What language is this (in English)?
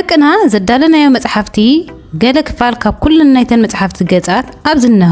Tigrinya